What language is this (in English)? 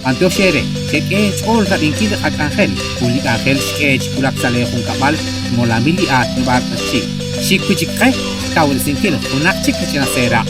Kekchí